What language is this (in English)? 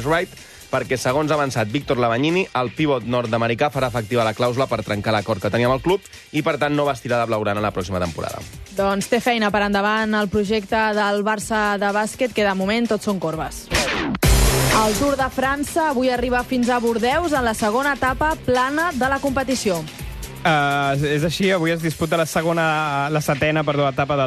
Catalan